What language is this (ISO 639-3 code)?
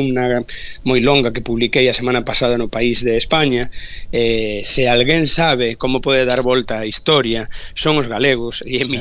glg